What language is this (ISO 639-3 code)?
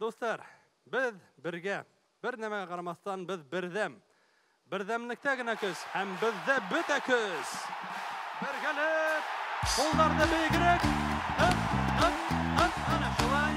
bak